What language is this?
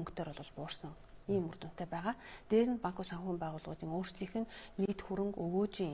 Mongolian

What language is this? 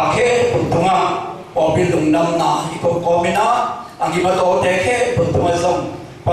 Tedim Chin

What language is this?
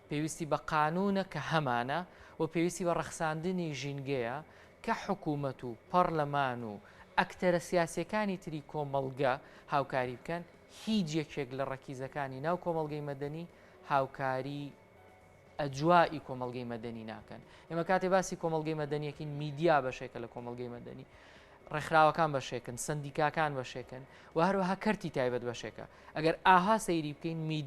Central Kurdish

